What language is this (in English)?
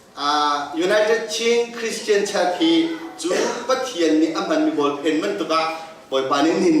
Hakha Chin